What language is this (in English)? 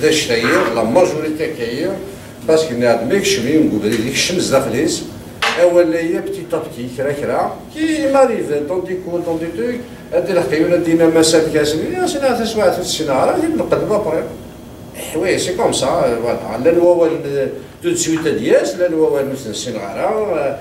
Kabyle